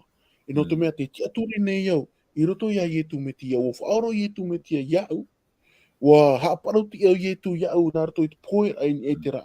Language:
Tahitian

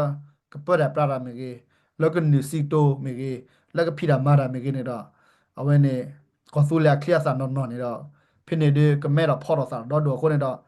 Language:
S'gaw Karen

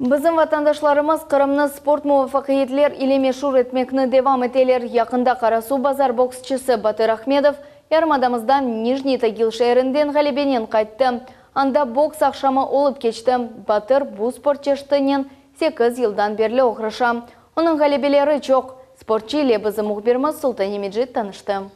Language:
Crimean Tatar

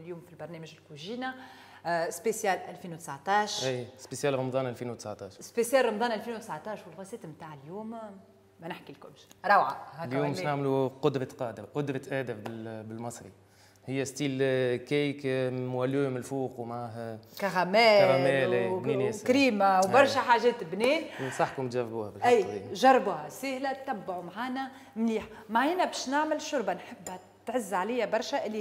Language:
Tunisian Arabic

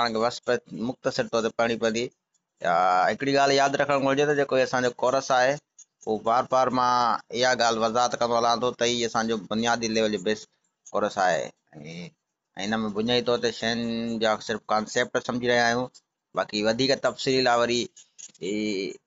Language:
Sindhi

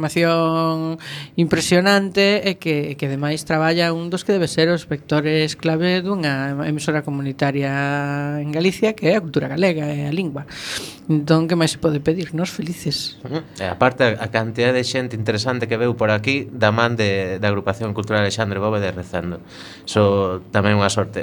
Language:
Galician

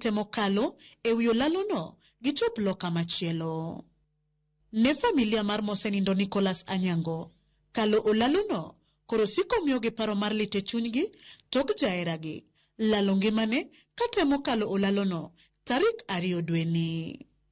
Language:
Luo (Kenya and Tanzania)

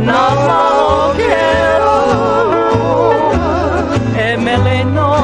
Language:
Hawaiian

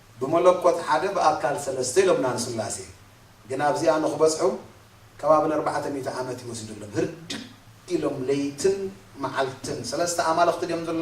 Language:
Tigrinya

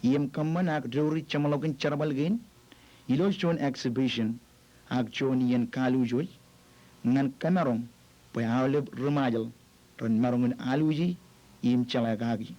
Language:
Marshallese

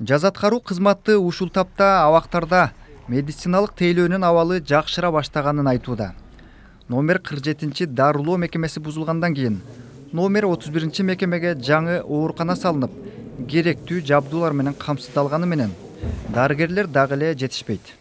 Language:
Kyrgyz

